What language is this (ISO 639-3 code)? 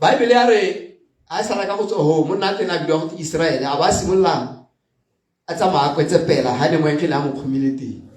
tsn